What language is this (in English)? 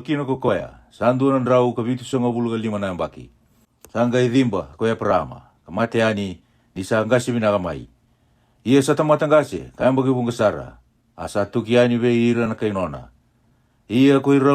Fijian